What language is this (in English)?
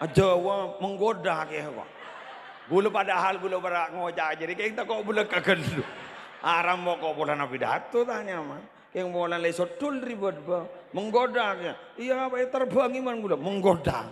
Madurese